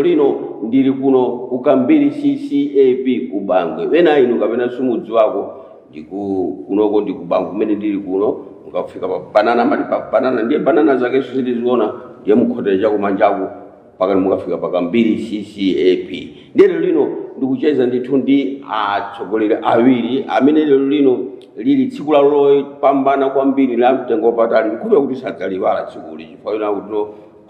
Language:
Nyanja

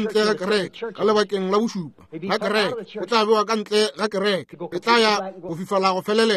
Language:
Northern Sotho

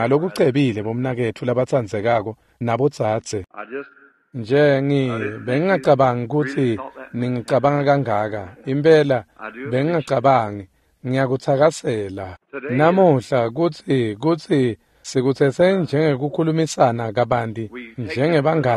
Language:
Swati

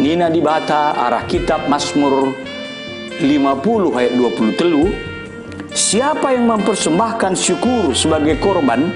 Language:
Batak Karo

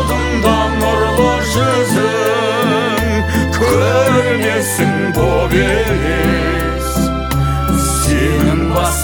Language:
Kazakh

